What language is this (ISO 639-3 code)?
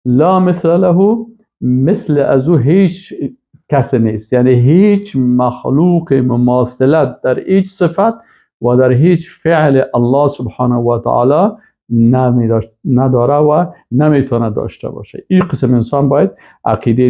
fas